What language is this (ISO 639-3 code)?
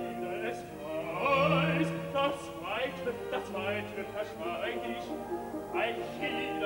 deu